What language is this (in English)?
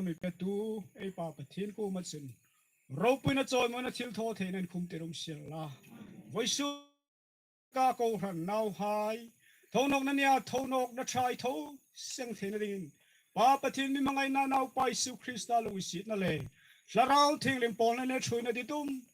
Hmar